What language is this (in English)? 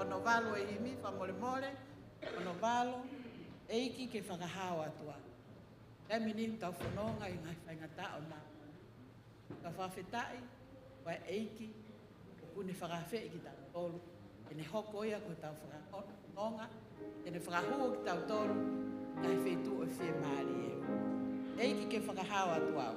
Tongan